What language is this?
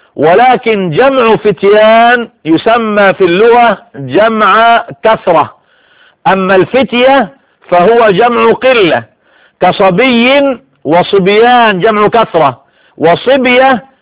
Arabic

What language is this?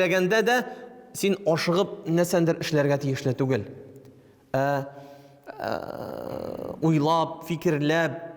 Tatar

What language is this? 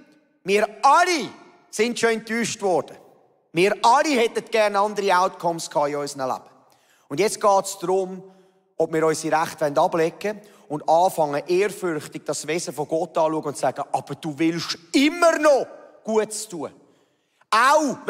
Swiss German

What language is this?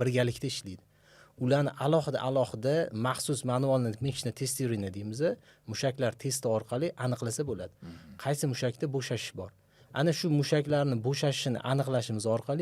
Uzbek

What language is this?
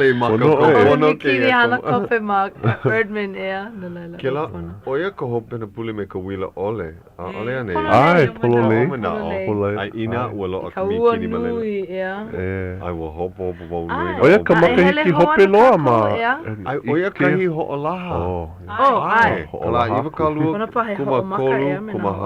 Hawaiian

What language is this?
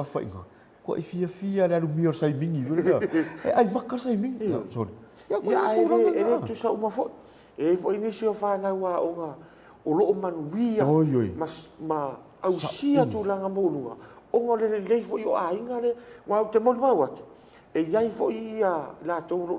Samoan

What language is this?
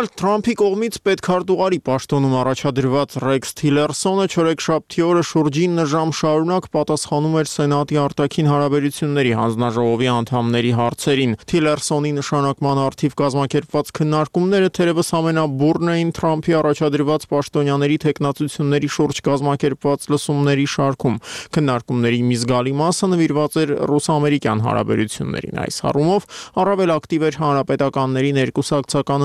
Armenian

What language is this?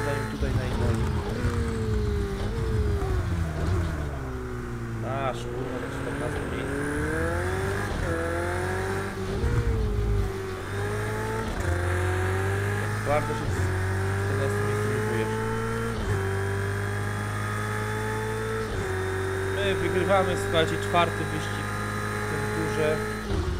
Polish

